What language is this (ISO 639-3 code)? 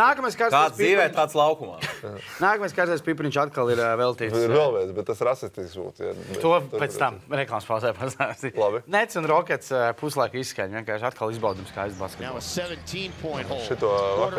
lav